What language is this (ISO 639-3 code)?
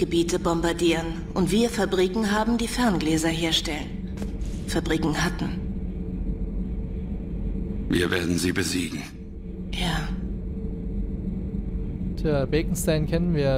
deu